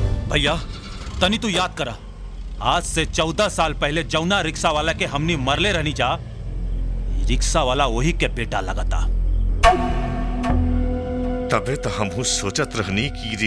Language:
Bhojpuri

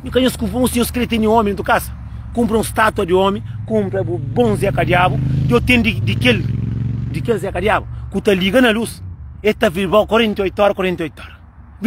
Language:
Kabuverdianu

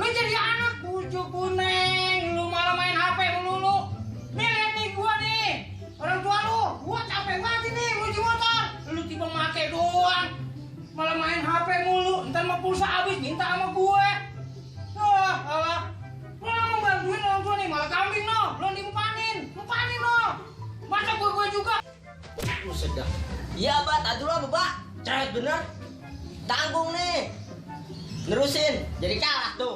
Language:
Betawi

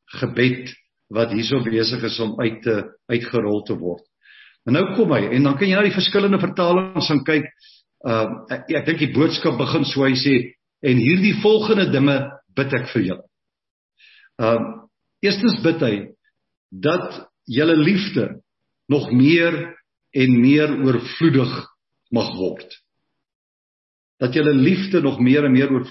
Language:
Afrikaans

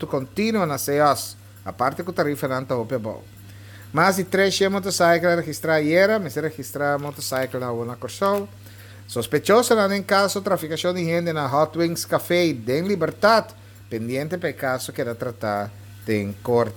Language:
Papiamento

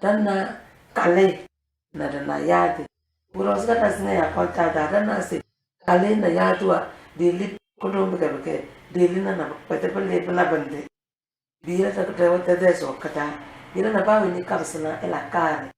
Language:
Tem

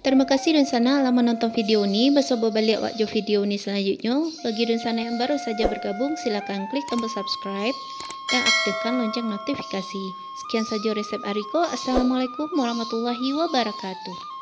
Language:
Minangkabau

